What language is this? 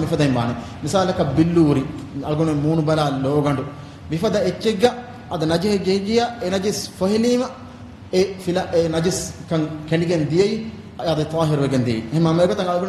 Divehi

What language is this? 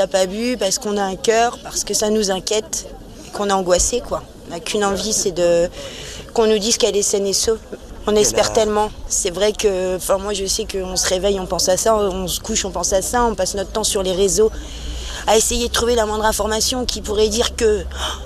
French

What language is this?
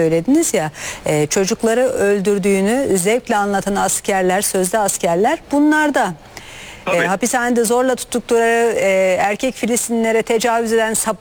Turkish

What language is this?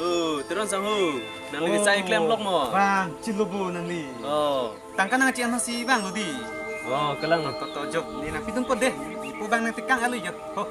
Karbi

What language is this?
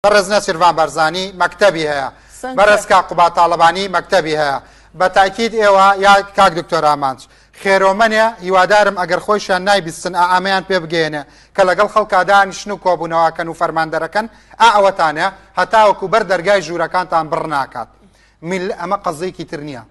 Central Kurdish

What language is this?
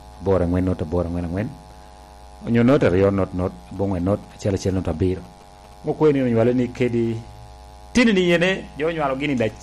Lango (Uganda)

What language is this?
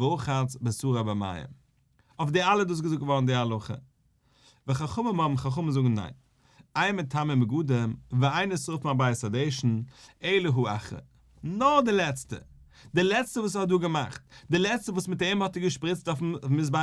Yiddish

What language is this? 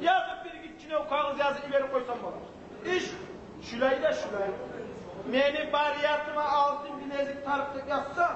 Kumyk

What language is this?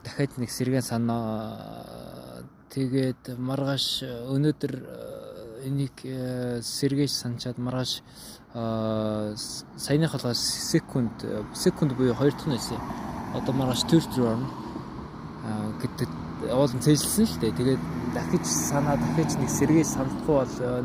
Mongolian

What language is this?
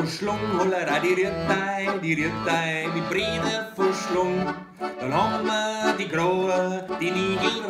Bavarian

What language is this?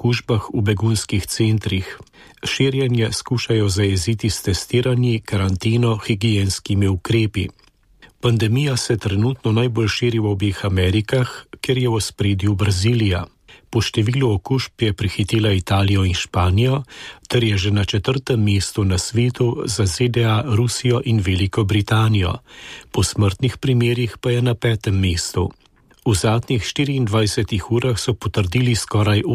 Slovenian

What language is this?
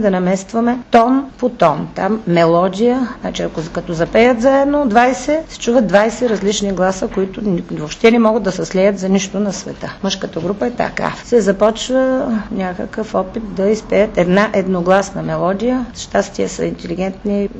Bulgarian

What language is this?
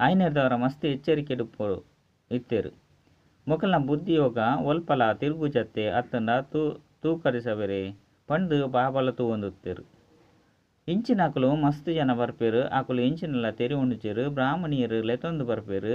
Tulu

